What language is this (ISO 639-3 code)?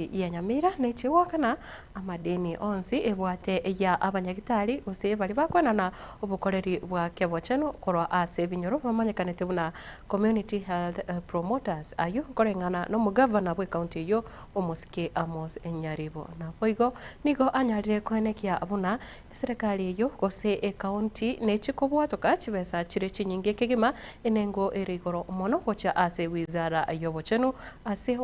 guz